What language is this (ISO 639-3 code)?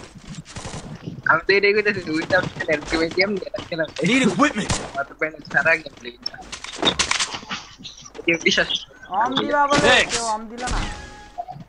ben